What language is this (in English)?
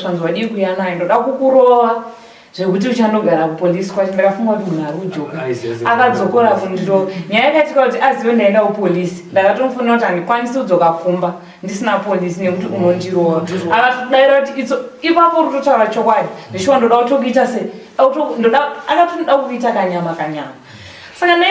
Shona